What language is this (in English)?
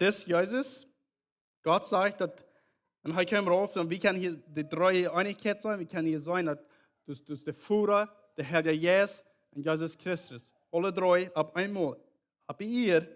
Plautdietsch